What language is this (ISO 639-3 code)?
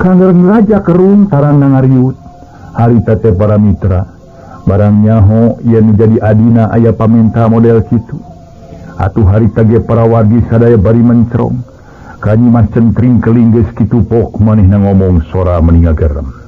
sun